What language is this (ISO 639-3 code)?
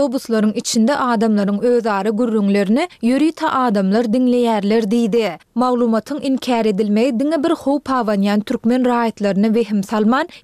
tuk